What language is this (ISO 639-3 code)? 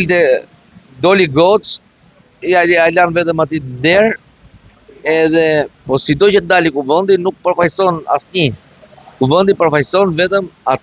sqi